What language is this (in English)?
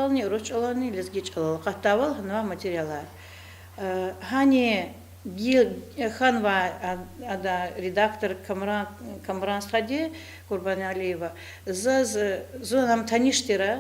Lezghian